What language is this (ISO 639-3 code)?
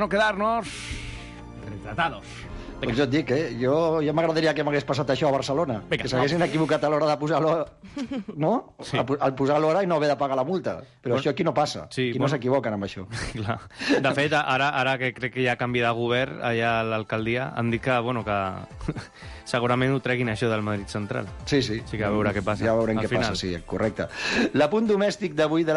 cat